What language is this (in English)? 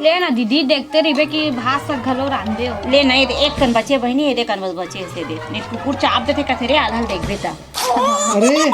Chhattisgarhi